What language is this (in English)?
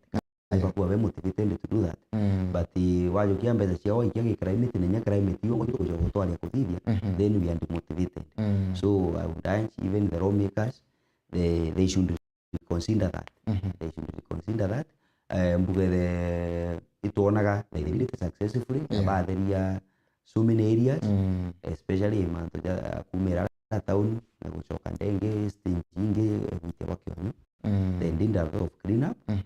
Meru